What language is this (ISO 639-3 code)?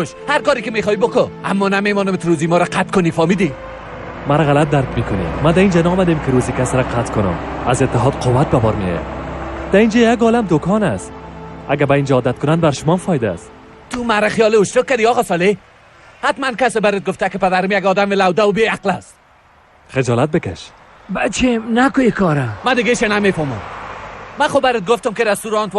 fas